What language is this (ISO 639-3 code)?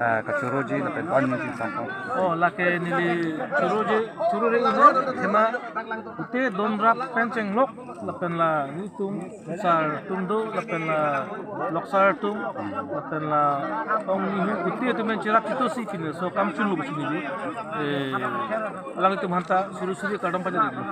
mjw